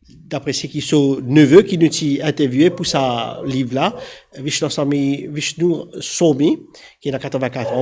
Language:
Morisyen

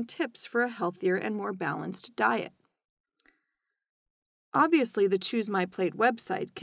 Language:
English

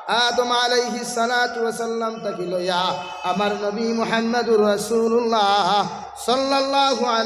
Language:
Sylheti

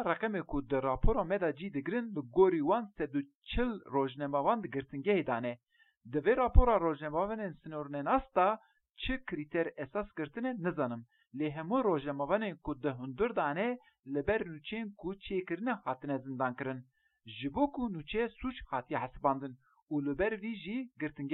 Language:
Kurdish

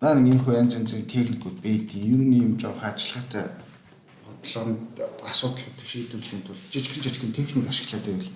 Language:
Mongolian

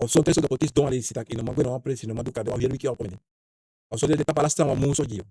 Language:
Sranan Tongo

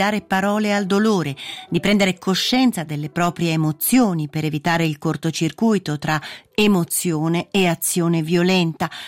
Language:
Italian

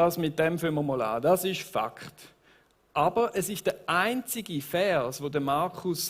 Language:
Swiss German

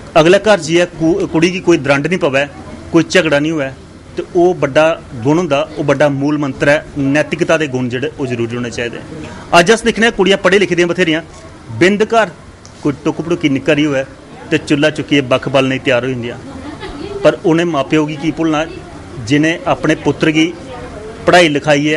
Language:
Dogri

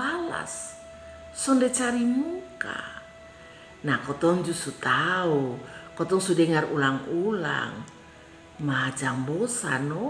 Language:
Kupang Malay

